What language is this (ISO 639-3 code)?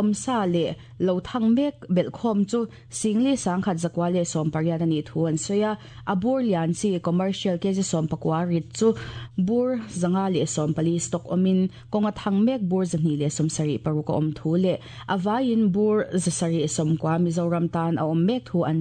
lus